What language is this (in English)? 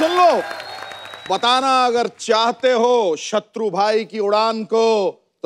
Hindi